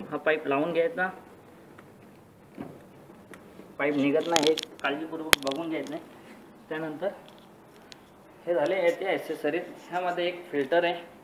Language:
Marathi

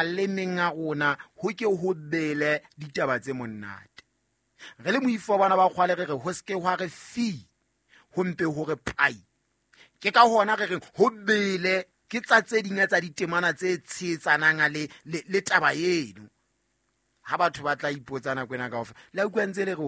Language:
Southern Sotho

